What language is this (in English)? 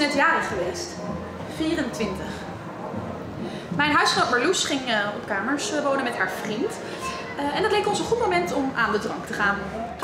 Dutch